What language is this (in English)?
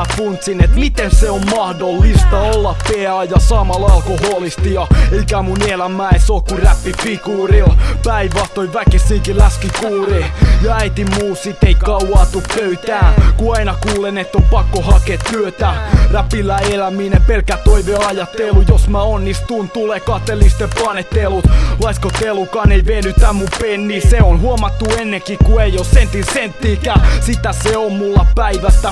Finnish